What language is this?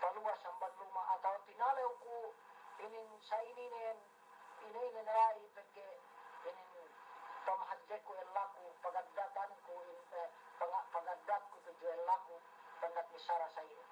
Yakan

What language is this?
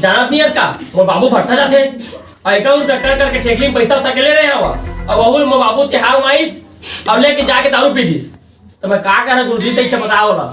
Chhattisgarhi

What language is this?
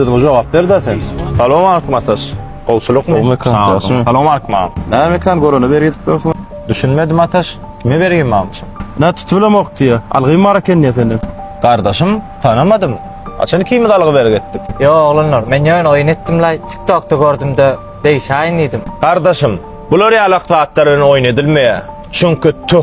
Turkmen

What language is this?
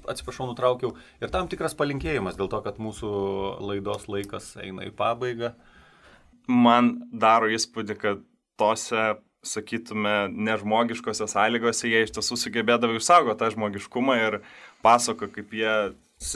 Lithuanian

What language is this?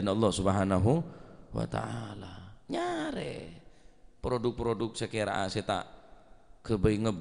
Madurese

